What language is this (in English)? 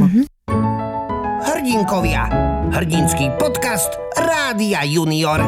Slovak